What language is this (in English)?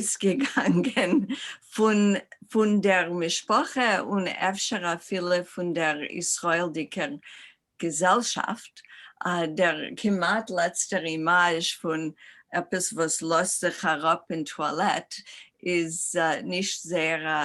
Yiddish